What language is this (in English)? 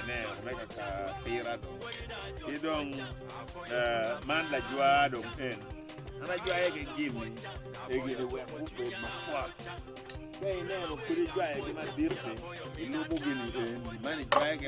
Acoli